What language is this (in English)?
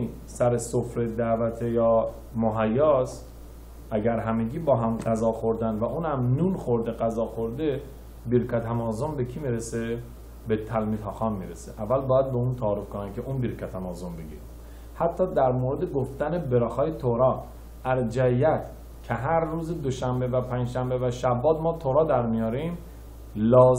Persian